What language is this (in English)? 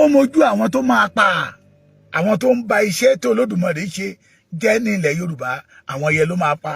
Yoruba